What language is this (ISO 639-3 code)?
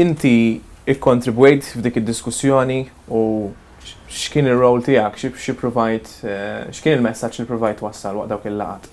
mlt